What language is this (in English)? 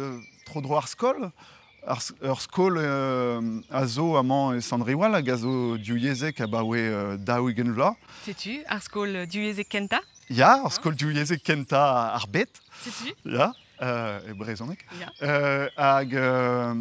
Breton